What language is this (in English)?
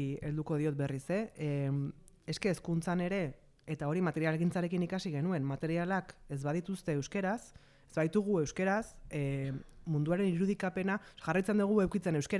Basque